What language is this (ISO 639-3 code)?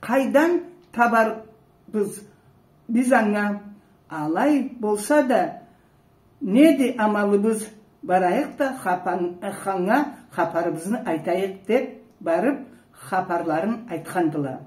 krc